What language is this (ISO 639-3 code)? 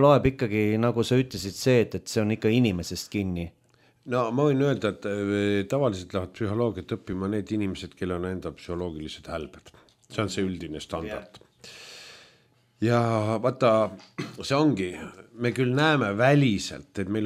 est